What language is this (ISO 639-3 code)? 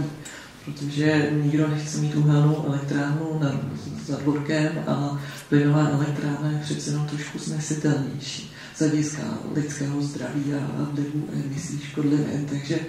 ces